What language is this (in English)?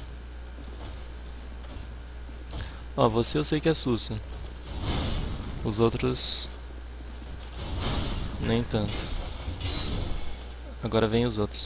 Portuguese